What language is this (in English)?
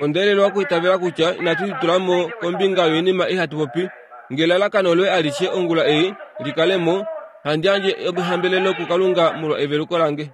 Kuanyama